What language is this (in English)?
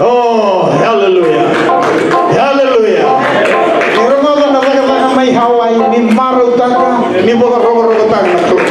Fijian